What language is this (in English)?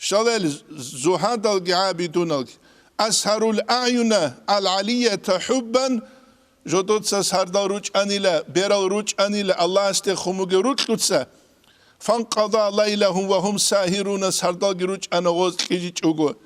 Avaric